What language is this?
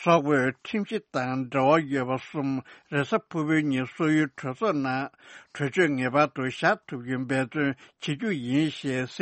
Tibetan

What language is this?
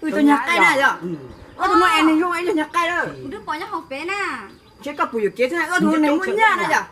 Hmong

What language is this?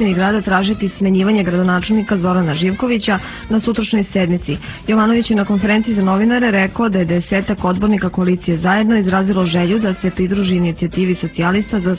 Serbian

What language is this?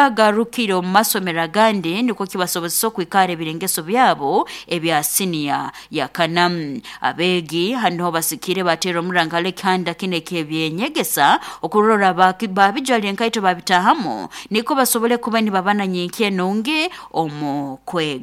Nyoro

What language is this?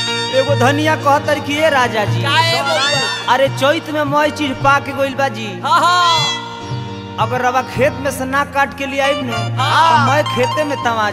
Bhojpuri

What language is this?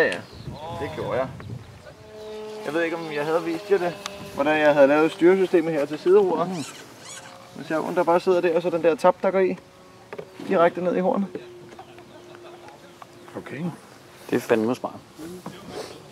Danish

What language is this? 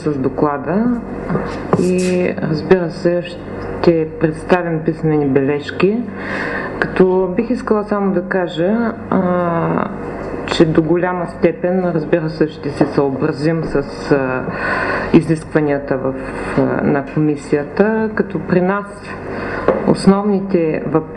Bulgarian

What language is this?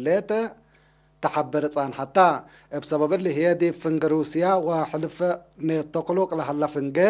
Tigre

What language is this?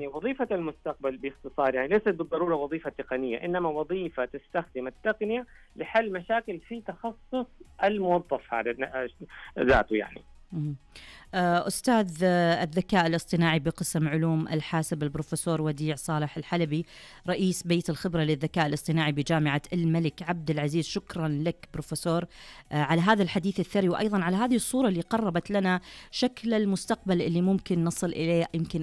Najdi Arabic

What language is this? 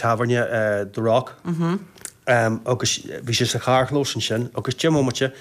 Irish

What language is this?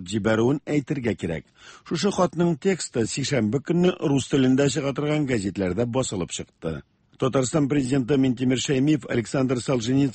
Tatar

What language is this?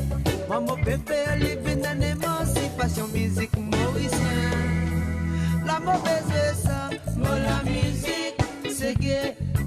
Morisyen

